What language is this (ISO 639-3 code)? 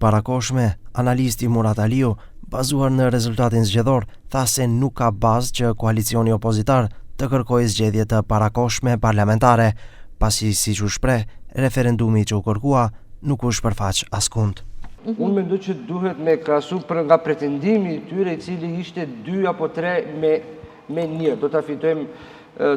sqi